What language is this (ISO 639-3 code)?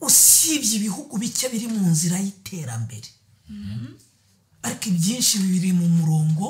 kin